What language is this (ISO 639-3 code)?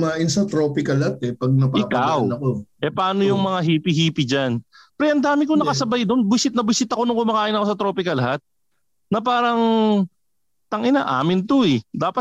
fil